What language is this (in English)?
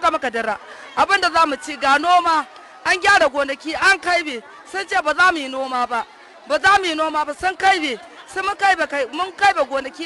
Hausa